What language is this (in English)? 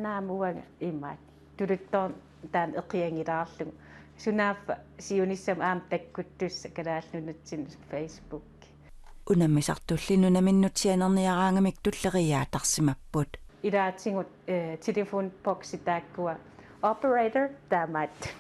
Kalaallisut